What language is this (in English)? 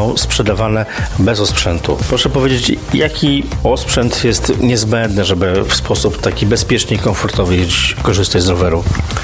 Polish